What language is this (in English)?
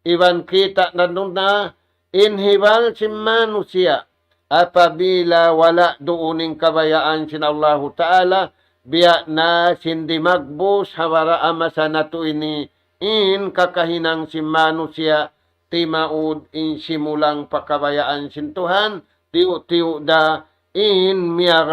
Tausug